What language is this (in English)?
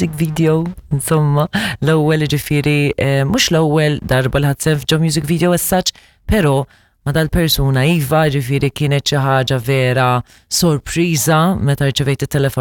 Maltese